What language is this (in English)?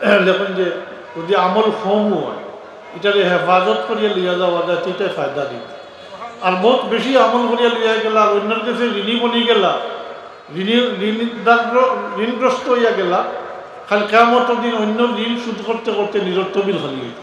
Sylheti